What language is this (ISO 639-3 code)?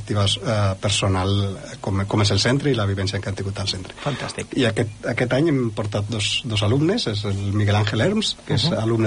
cat